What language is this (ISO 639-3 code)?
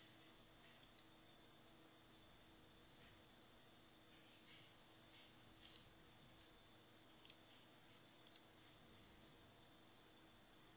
rus